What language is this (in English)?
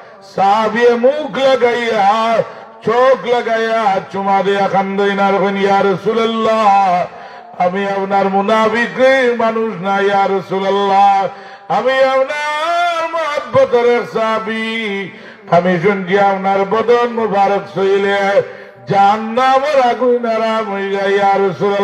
Sylheti